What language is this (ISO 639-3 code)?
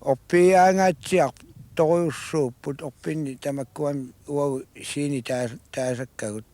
kal